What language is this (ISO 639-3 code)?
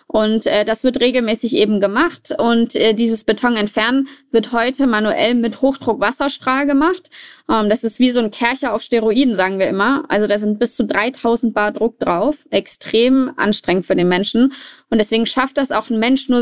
deu